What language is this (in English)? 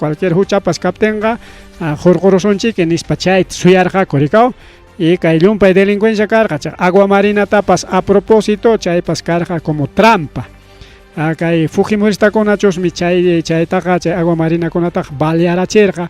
Ayacucho Quechua